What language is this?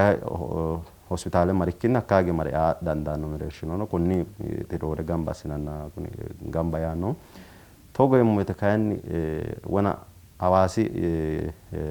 Sidamo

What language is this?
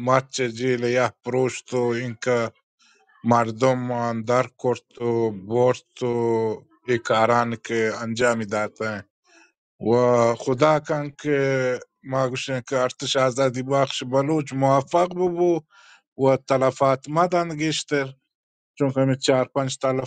Baluchi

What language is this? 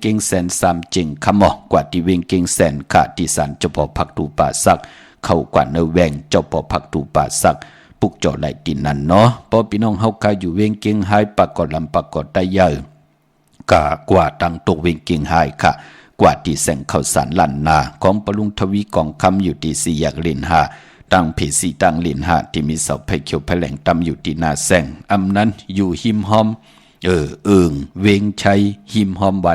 Shan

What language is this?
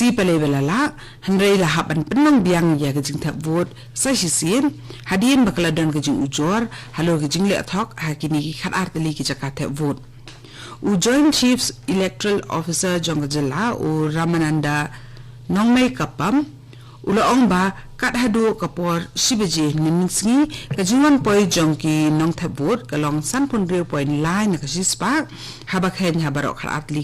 Khasi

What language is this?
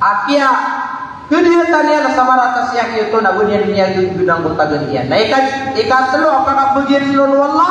Maranao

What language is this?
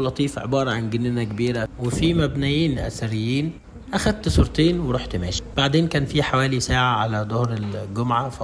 Egyptian Arabic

